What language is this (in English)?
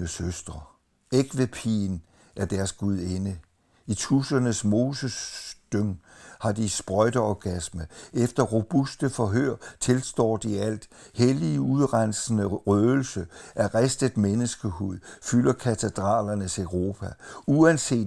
Danish